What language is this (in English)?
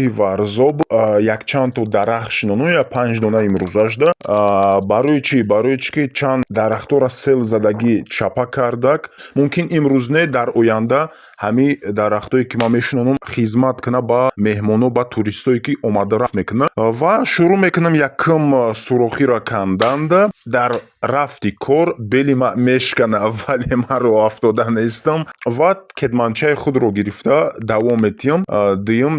Tajik